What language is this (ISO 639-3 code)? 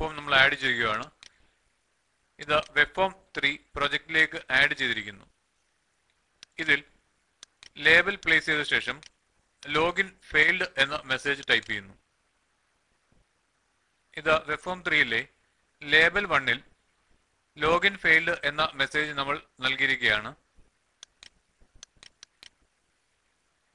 mal